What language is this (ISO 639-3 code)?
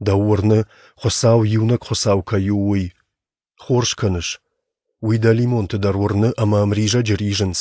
oss